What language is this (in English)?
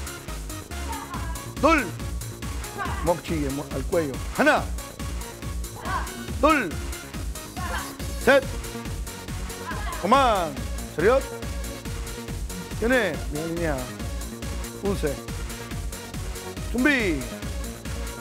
Spanish